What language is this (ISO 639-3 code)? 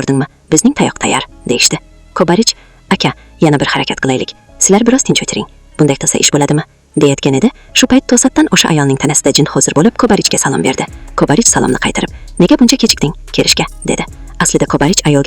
uzb